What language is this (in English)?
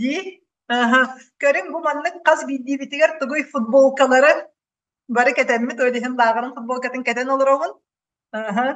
Yakut